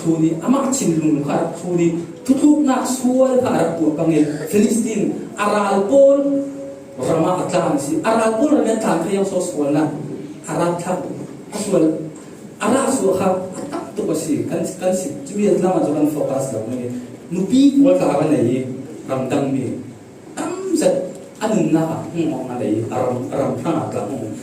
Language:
Falam Chin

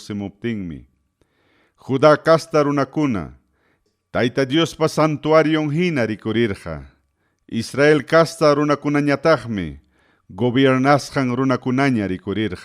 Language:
Ayacucho Quechua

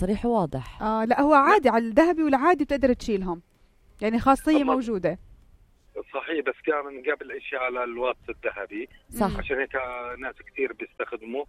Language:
North Levantine Arabic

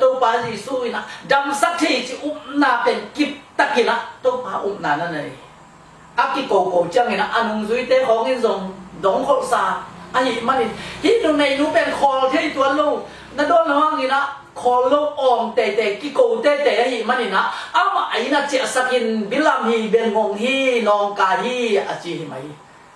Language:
Tedim Chin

